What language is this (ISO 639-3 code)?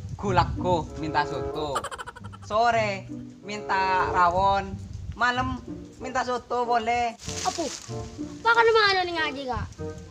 mad